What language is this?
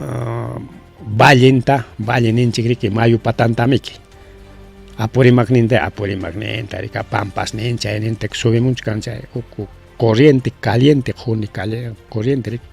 Ayacucho Quechua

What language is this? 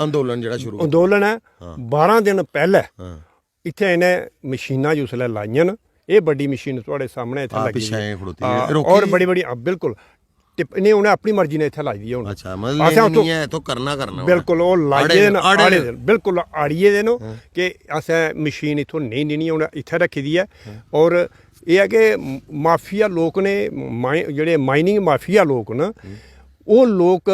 Dogri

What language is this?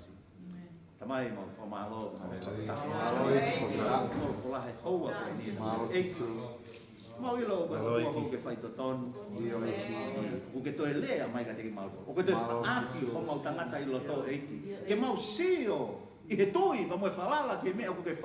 Tongan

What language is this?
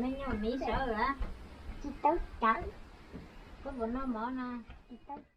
Hmong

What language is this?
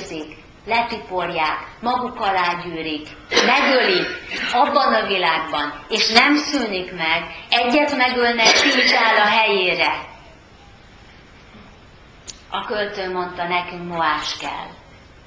Hungarian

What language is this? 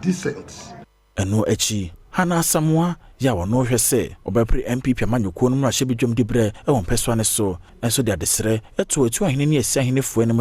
Akan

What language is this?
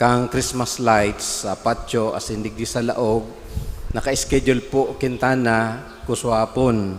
Bikol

